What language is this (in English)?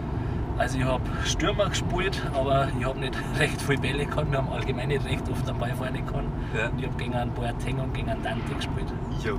Bavarian